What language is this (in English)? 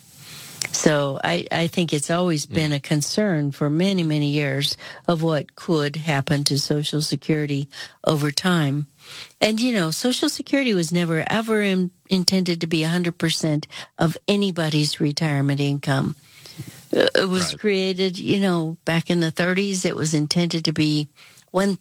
English